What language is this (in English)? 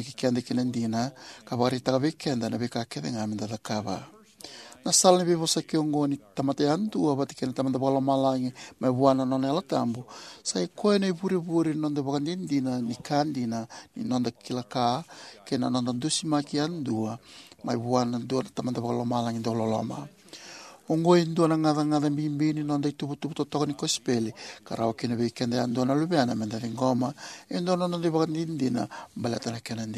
Fijian